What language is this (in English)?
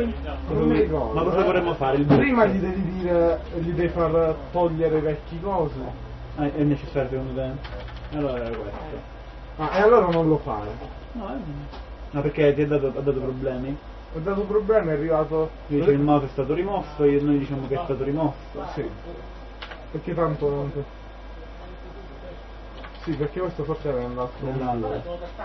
Italian